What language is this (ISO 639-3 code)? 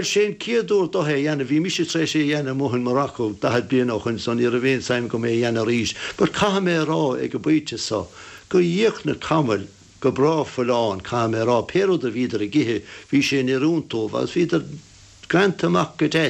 gle